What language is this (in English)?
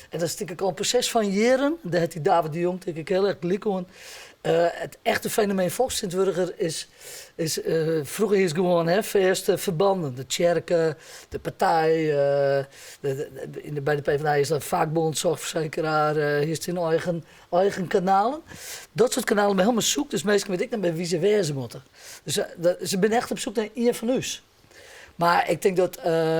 Western Frisian